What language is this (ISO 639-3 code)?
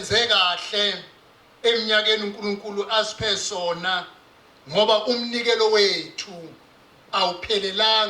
zul